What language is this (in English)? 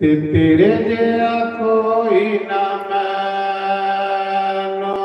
Dogri